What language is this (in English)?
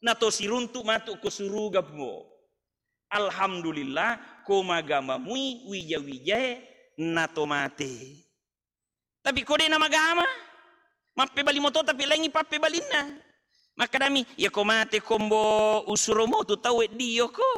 Buginese